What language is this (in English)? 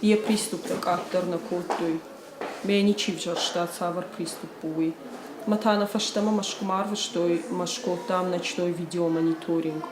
Ossetic